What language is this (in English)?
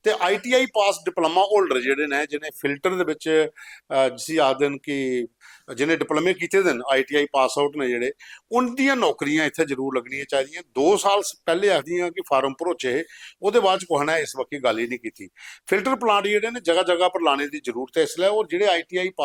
Dogri